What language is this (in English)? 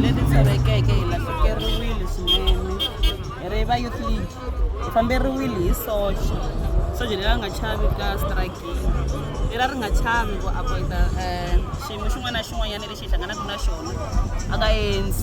Tsonga